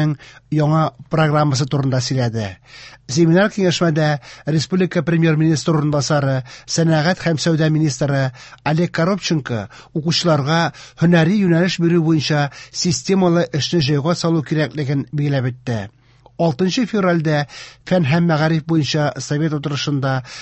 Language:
Tatar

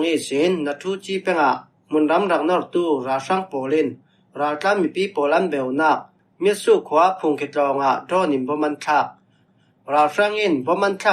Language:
Falam Chin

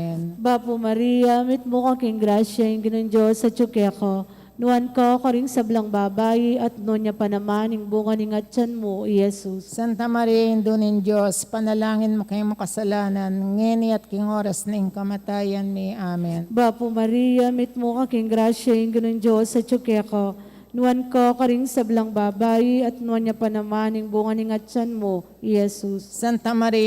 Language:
Pampanga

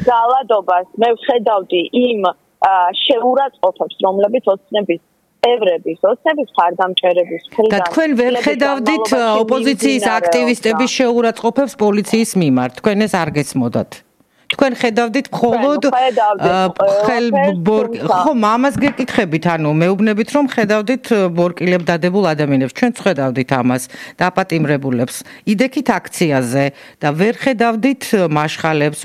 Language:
Georgian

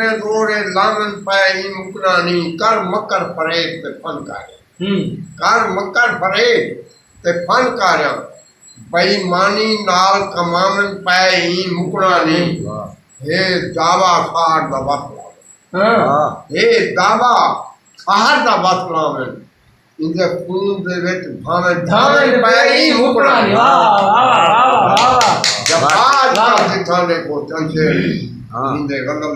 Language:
Saraiki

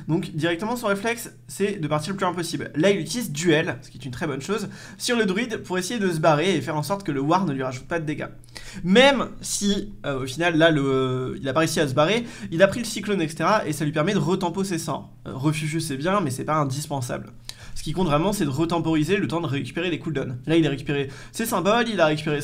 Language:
French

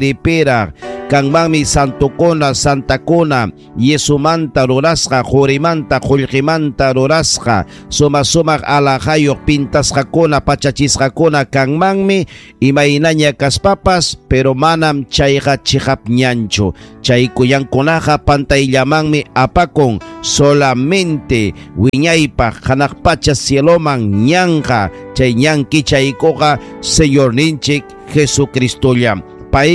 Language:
Ayacucho Quechua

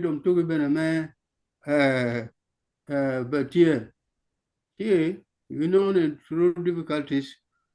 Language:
Acoli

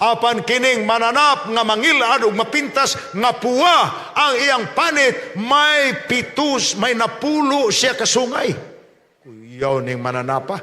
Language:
Cebuano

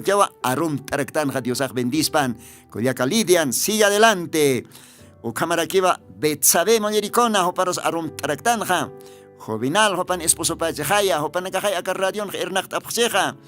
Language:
Aymara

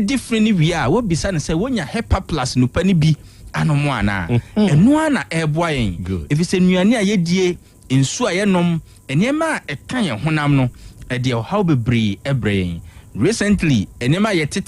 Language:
Akan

